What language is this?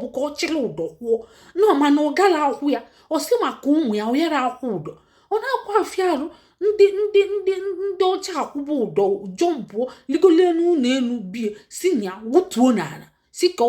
Igbo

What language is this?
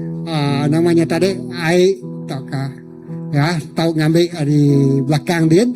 Iban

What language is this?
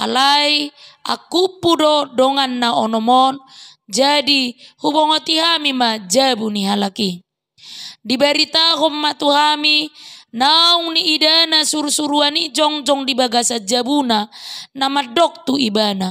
Batak Toba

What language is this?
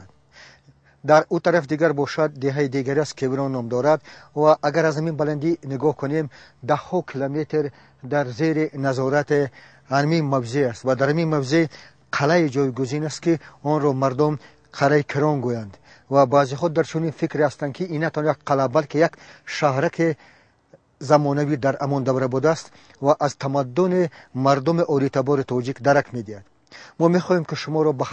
Tajik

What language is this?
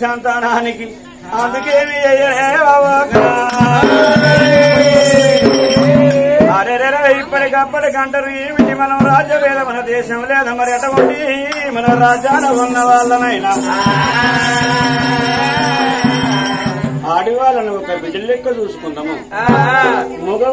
Telugu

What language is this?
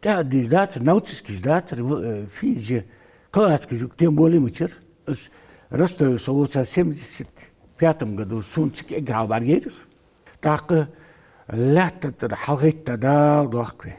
Ingush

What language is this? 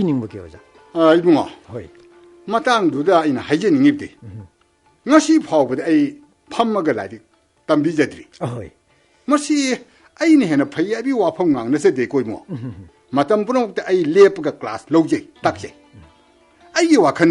Manipuri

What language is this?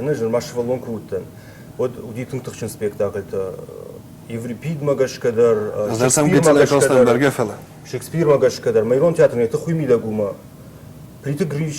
Ossetic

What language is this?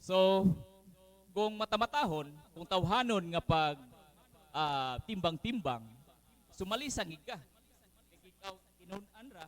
Cebuano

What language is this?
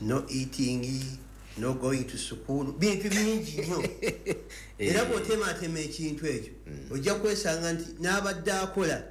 Ganda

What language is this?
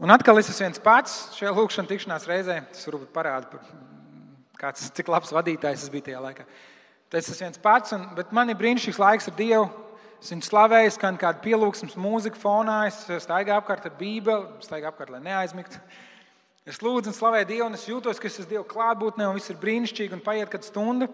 Latvian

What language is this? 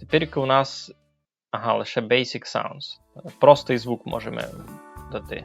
Rusyn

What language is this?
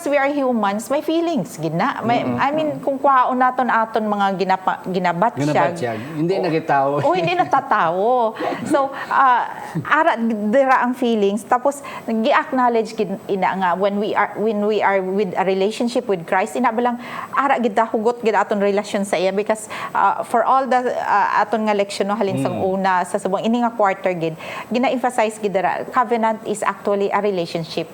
Hiligaynon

